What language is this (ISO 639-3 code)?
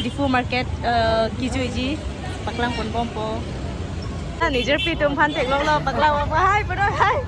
mjw